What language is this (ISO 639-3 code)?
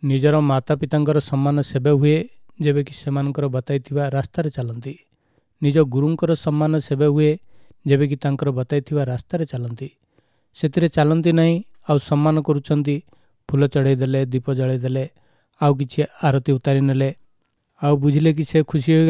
ori